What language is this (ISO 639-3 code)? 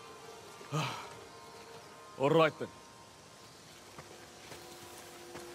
eng